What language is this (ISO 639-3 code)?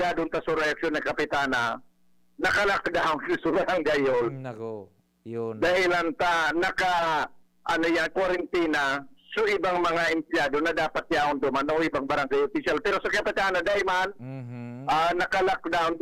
bik